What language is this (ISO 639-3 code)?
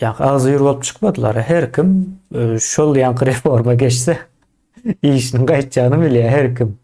tuk